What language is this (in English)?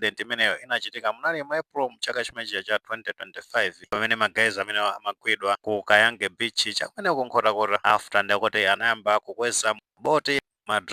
Nyanja